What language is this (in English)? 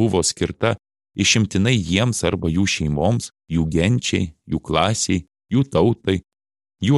Lithuanian